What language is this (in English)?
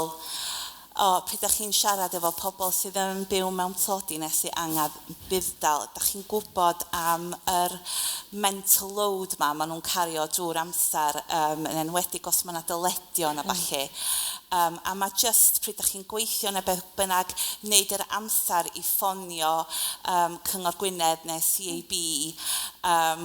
Welsh